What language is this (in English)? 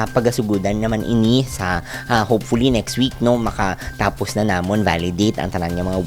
Hiligaynon